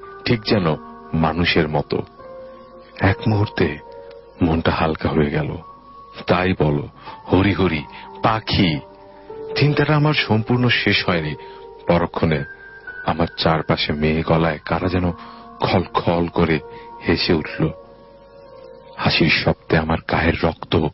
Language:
Bangla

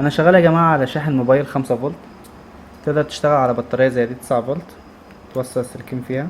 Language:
Egyptian Arabic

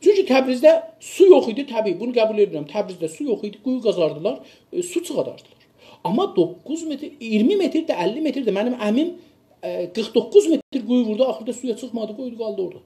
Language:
South Azerbaijani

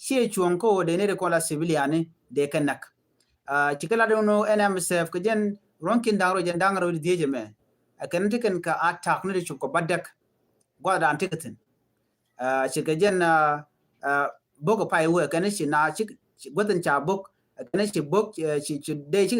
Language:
Nuer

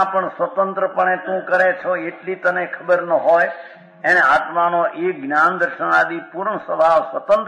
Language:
Gujarati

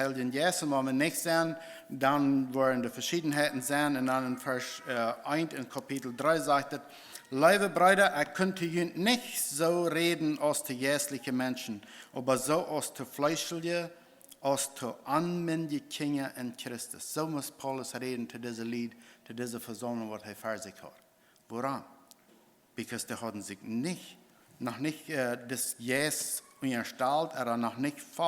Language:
Plautdietsch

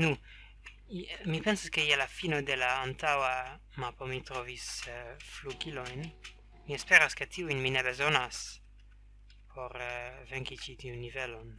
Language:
Esperanto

